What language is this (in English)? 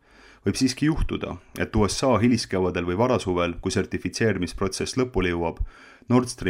Estonian